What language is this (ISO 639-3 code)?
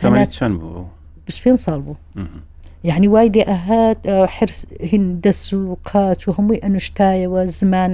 ckb